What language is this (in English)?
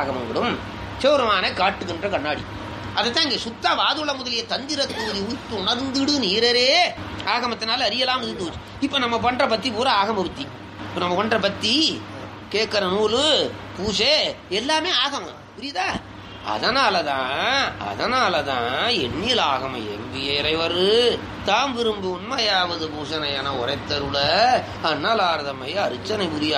Tamil